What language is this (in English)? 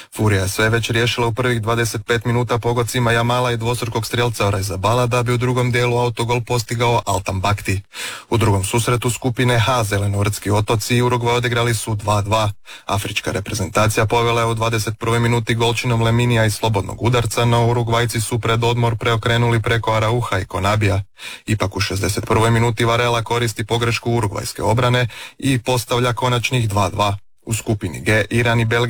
Croatian